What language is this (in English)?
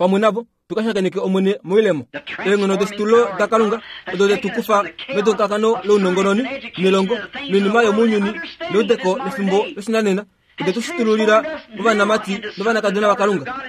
Kuanyama